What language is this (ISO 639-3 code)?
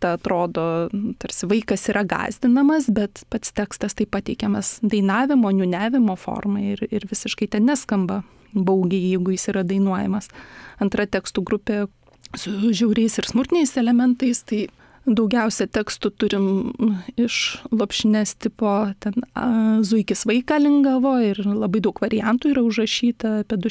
lit